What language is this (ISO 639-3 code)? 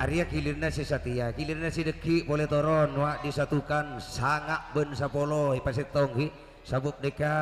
mad